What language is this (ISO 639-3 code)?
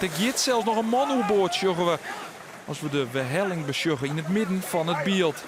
fry